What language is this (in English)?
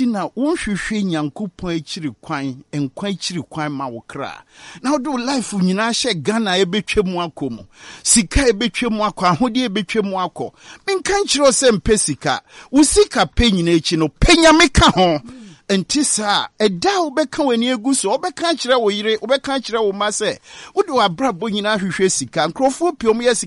Akan